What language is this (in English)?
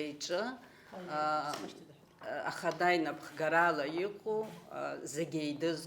Abkhazian